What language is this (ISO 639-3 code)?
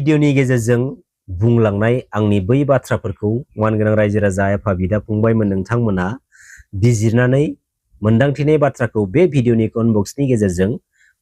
brx